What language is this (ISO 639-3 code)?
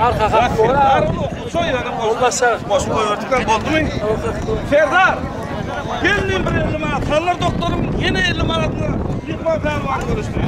tuk